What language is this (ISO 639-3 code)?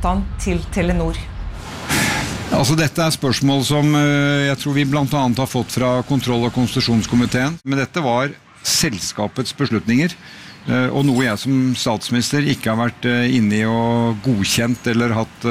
nor